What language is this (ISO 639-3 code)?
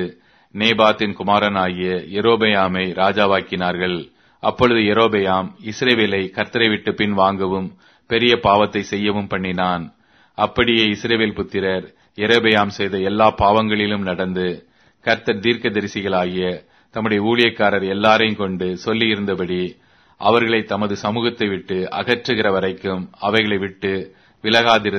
tam